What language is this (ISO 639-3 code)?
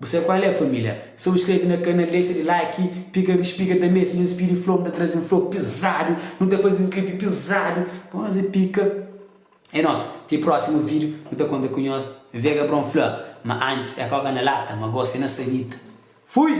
kea